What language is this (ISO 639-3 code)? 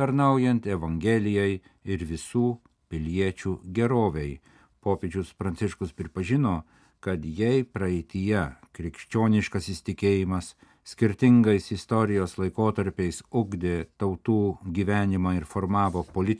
lit